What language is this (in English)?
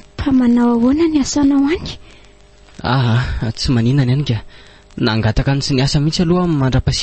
Malagasy